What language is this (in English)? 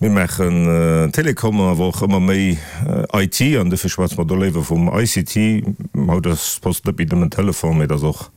Luxembourgish